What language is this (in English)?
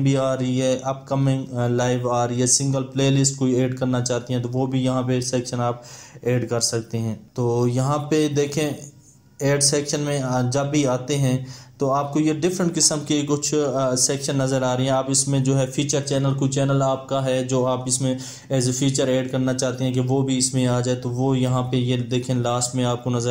Hindi